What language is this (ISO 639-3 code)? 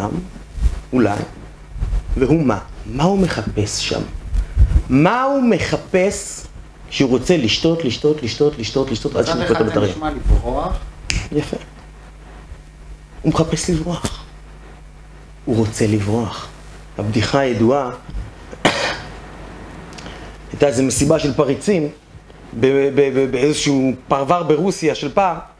heb